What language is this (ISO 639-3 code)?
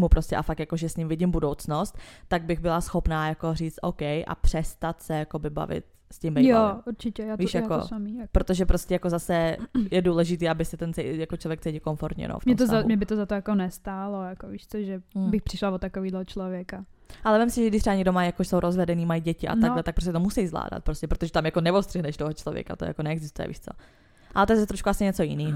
ces